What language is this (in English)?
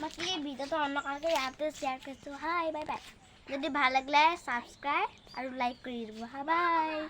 Assamese